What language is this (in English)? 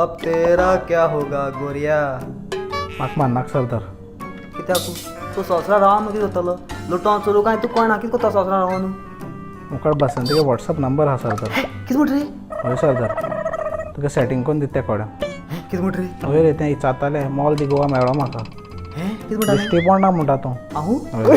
Konkani